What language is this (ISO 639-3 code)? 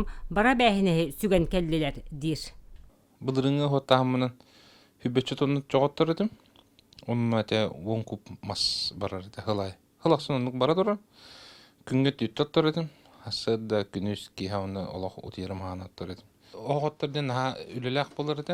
sah